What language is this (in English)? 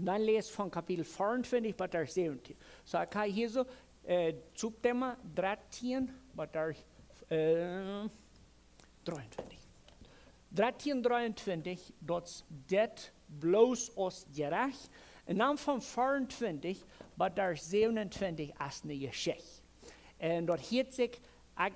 Plautdietsch